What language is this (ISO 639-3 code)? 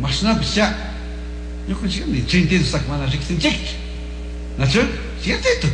qug